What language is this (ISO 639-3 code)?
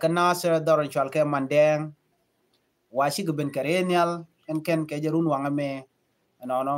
nus